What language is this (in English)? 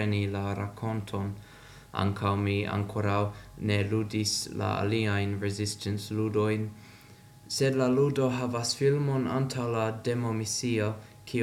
Esperanto